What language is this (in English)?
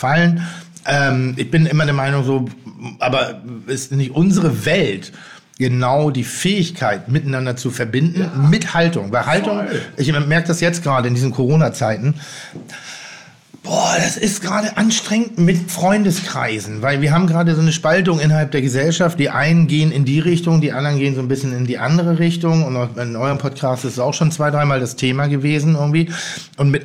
German